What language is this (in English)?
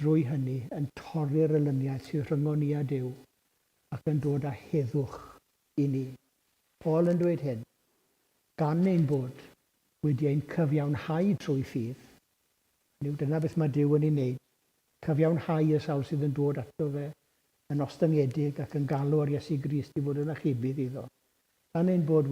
Welsh